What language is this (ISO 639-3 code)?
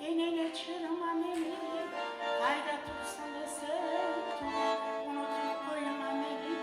kum